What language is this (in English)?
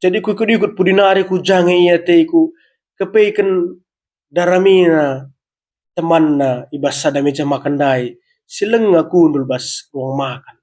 Batak Karo